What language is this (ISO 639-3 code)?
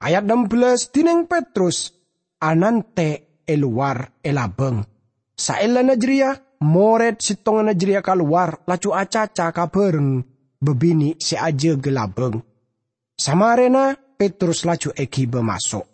mad